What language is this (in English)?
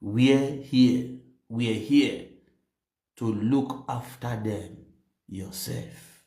Nigerian Pidgin